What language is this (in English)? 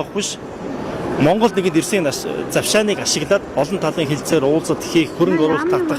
Mongolian